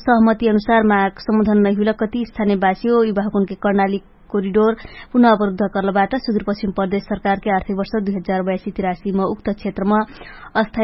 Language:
Dangaura Tharu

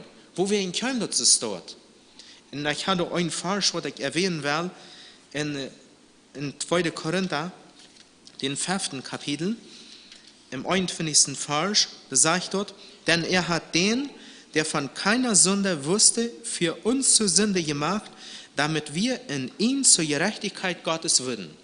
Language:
Plautdietsch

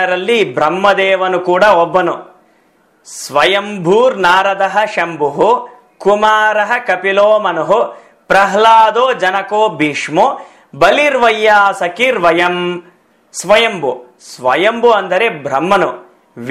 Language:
Kannada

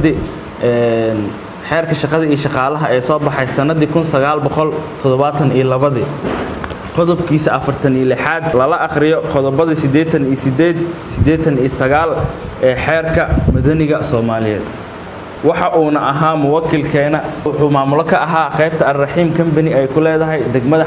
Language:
Somali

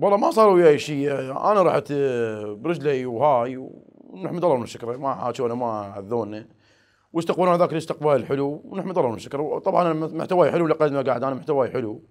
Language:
Mesopotamian Arabic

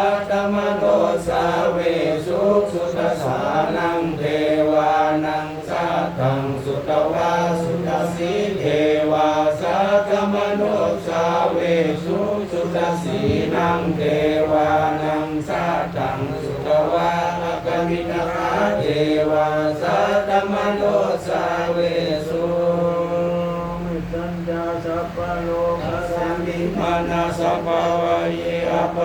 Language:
Pali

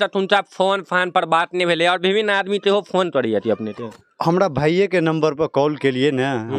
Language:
Maithili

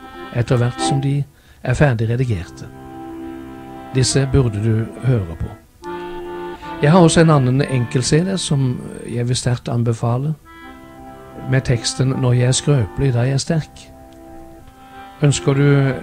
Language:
Norwegian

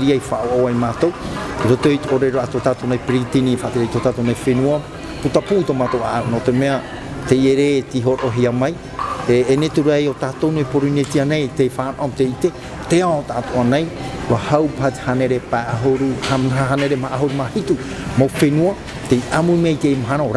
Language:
Tahitian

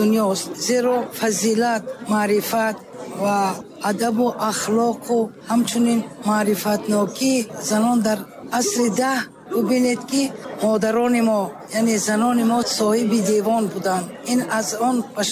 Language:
Tajik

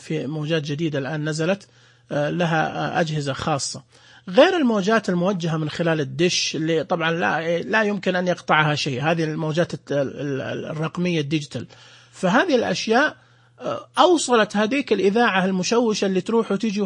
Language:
Najdi Arabic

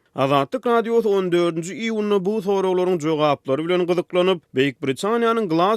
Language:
Turkmen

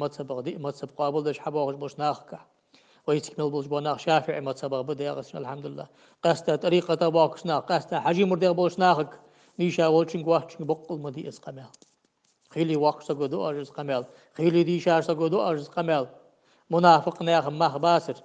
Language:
Ingush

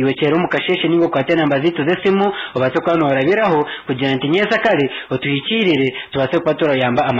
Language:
Nyankole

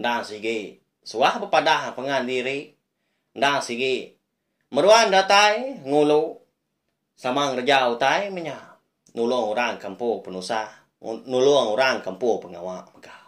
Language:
Iban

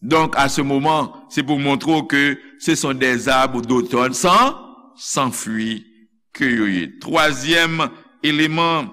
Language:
Haitian Creole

